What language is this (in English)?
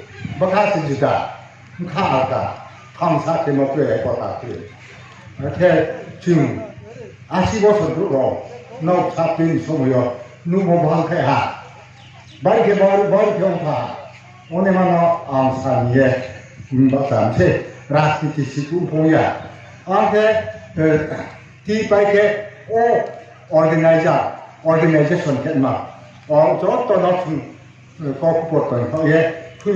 Riang (India)